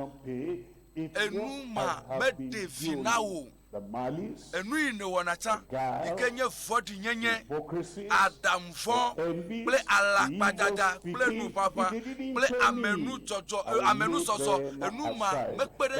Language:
Ewe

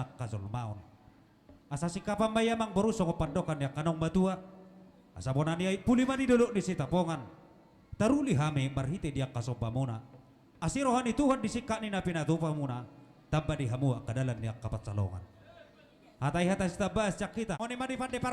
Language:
Batak Toba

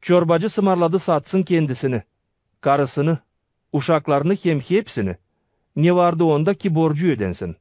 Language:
Gagauz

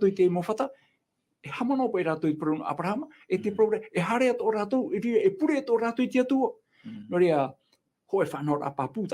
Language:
Tahitian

